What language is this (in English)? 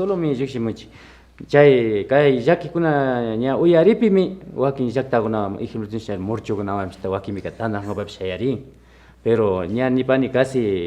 Imbabura Highland Quichua